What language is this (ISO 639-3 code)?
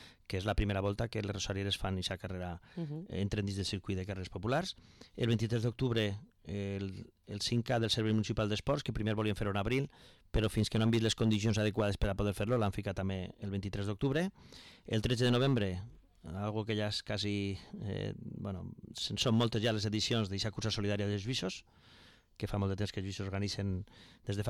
cat